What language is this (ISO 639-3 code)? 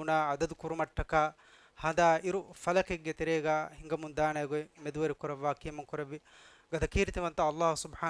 div